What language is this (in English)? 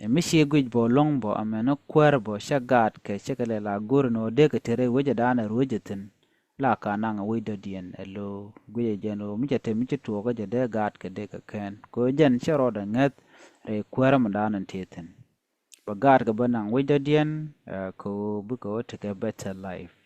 Nuer